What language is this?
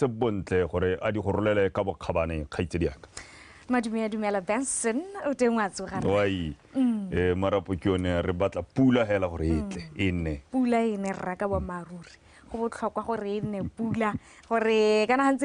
Tswana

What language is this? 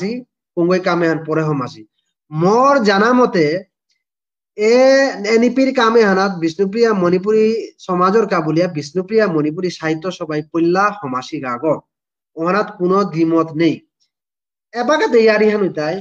Bishnupriya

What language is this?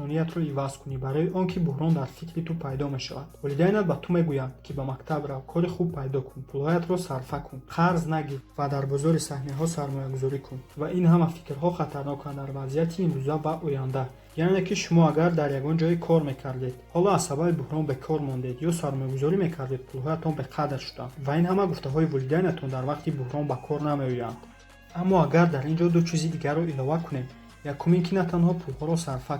Tajik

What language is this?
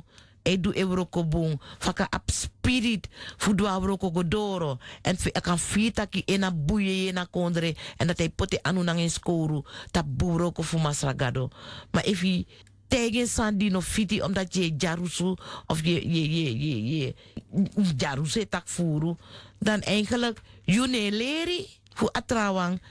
Sranan Tongo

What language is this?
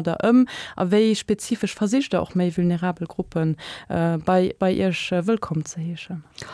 Luxembourgish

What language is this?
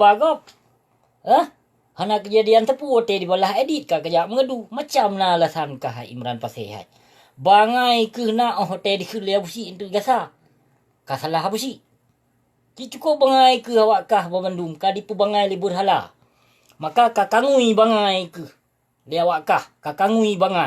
Achinese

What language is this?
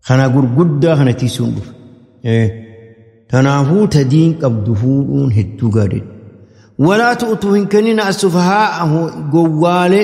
Oromo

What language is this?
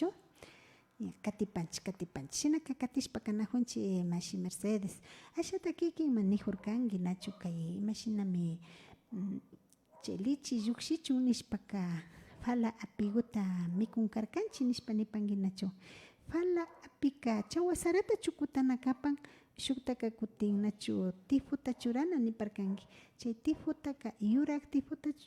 Imbabura Highland Quichua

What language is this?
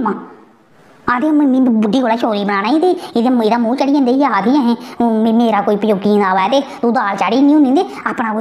Dogri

